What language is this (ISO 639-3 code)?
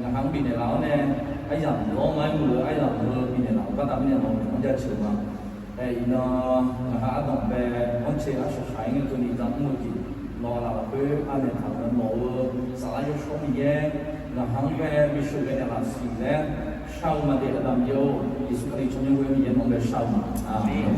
ahk